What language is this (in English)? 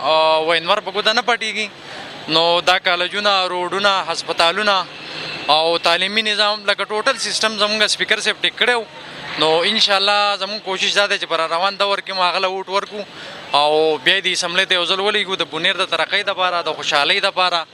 Pashto